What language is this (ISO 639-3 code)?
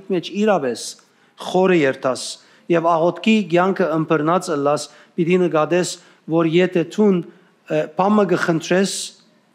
hyw